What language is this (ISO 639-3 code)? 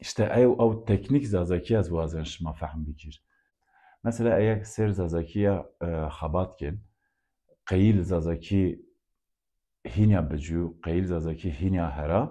zza